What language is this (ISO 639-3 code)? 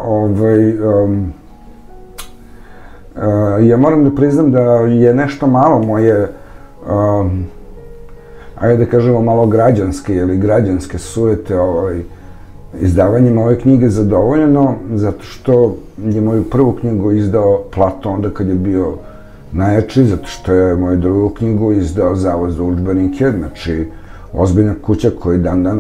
srp